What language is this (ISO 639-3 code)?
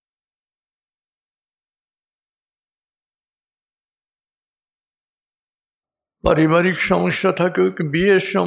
ben